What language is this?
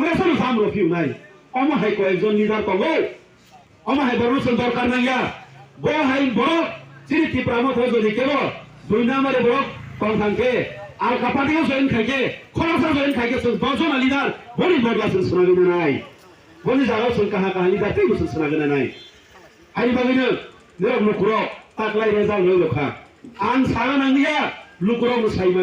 Kok Borok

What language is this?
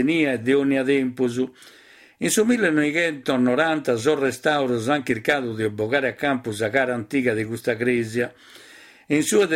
Sardinian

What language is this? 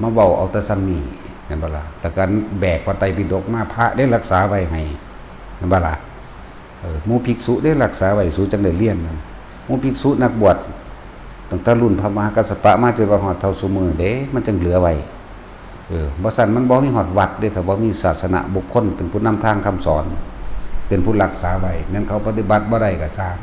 Northeastern Thai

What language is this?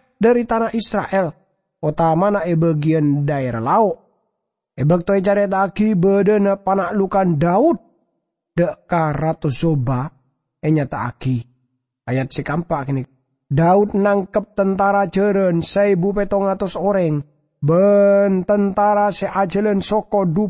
Madurese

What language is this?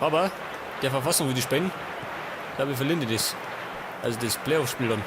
Bavarian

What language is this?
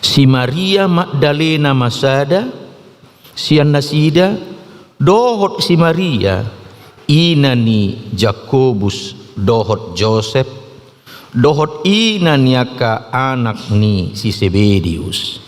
Batak Toba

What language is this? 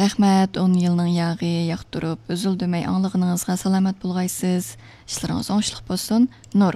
Uyghur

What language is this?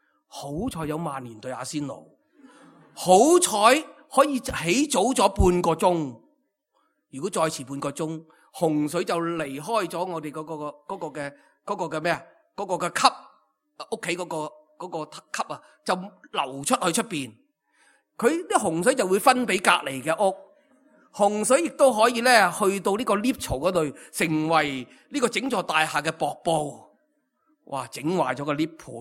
Cantonese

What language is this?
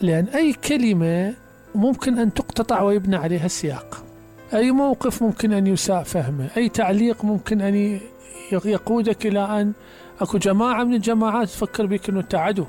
Mesopotamian Arabic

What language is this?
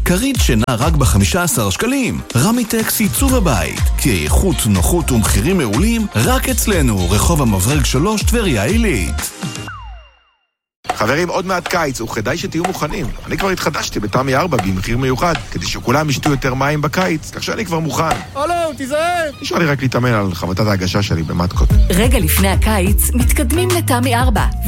Hebrew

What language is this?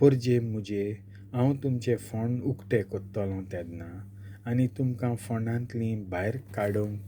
Konkani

